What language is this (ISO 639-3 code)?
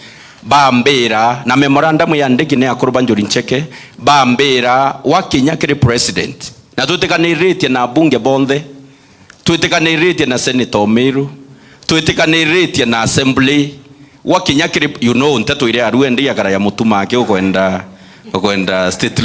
mer